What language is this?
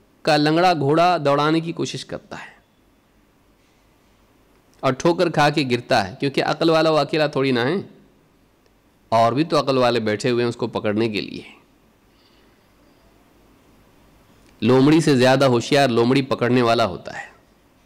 Urdu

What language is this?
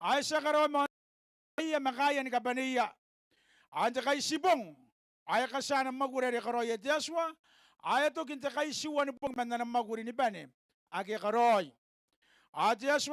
Gilbertese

